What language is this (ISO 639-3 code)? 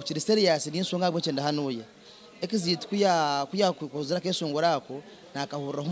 nyn